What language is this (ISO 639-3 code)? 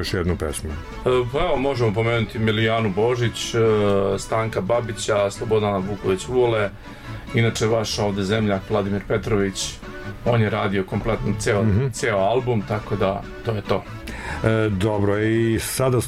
srp